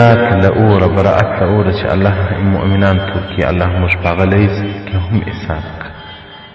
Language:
Pashto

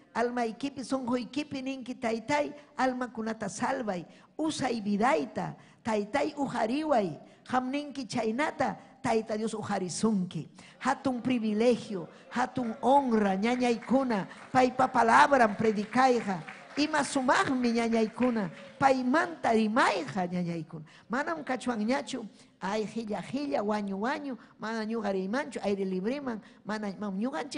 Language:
Ayacucho Quechua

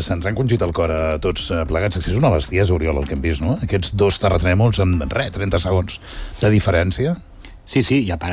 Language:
Catalan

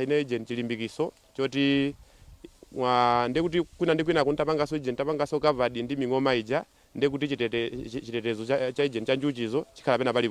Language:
Nyanja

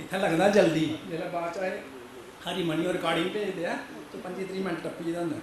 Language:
Dogri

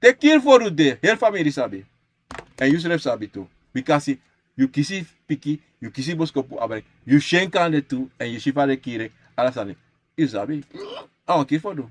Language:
Sranan Tongo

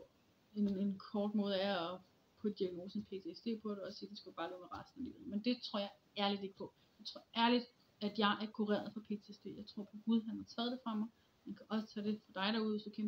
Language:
Danish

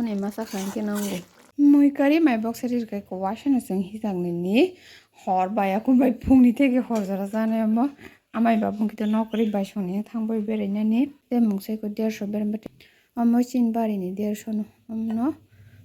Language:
Kok Borok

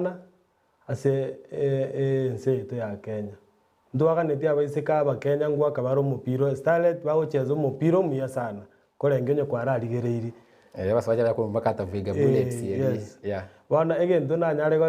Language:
Gusii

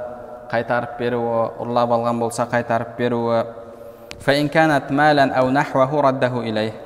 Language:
Kazakh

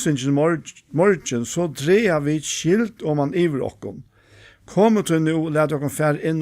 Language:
Faroese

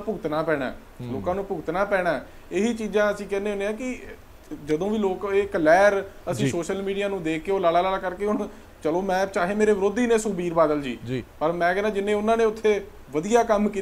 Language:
Punjabi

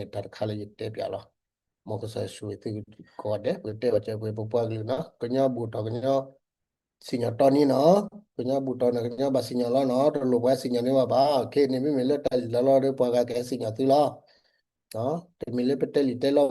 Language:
S'gaw Karen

